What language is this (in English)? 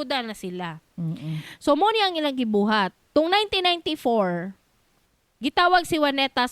Cebuano